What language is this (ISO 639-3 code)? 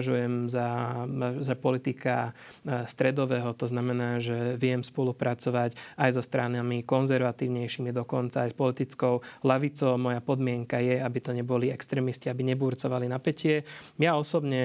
slk